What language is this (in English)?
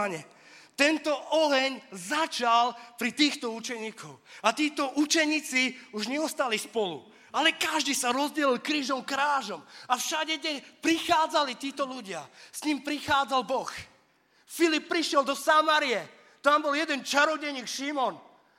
Slovak